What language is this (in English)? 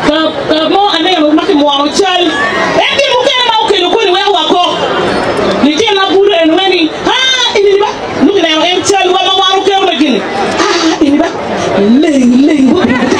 Acoli